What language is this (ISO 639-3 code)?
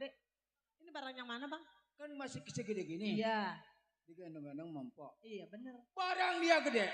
bew